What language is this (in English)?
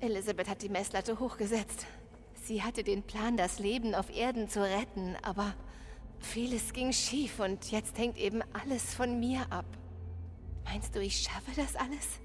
Bavarian